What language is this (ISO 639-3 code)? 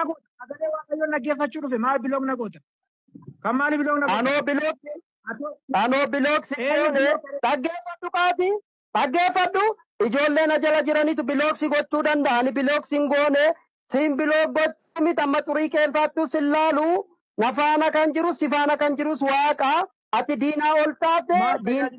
orm